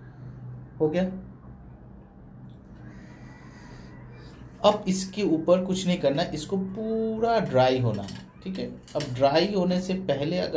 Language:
Hindi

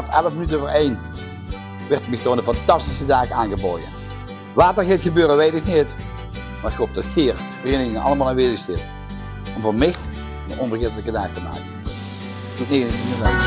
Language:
Limburgish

